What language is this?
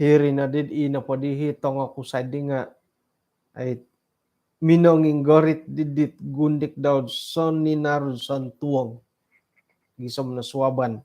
Central Dusun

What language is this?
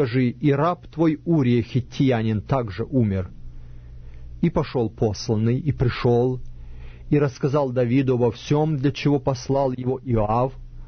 Russian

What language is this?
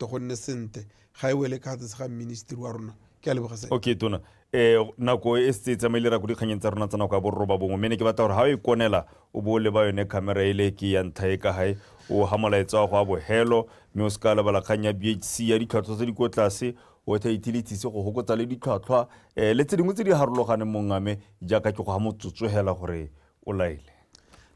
Tswana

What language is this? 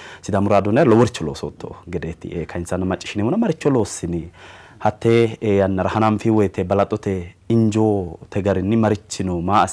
Sidamo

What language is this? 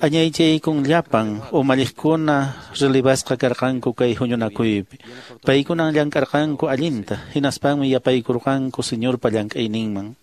Quechua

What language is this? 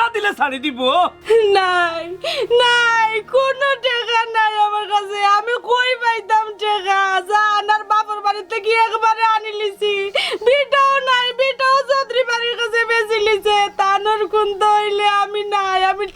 Sylheti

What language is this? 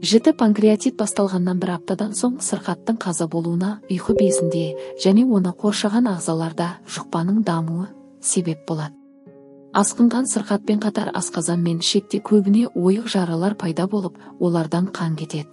Kazakh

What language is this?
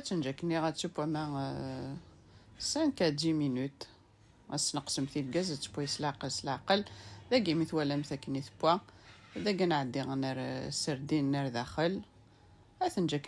Kabyle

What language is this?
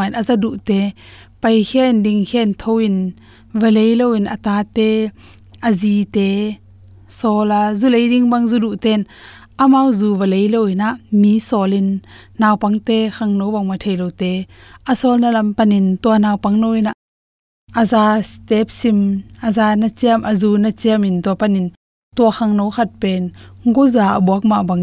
Tedim Chin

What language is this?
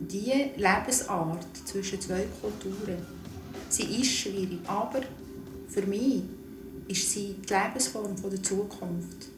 Swiss German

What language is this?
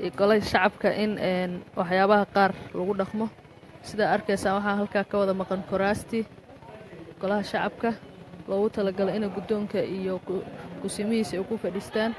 Somali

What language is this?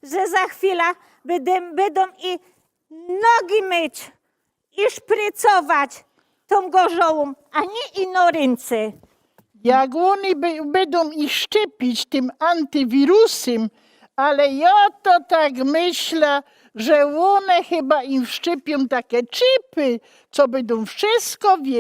Silesian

